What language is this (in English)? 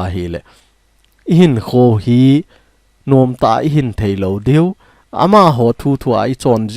Thado Chin